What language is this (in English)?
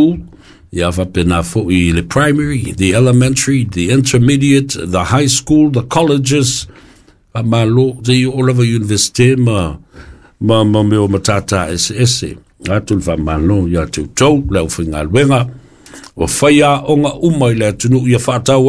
Samoan